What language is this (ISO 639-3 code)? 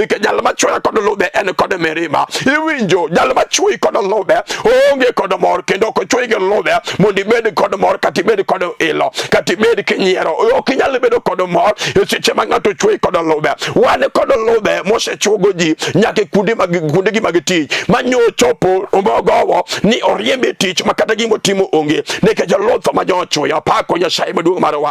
luo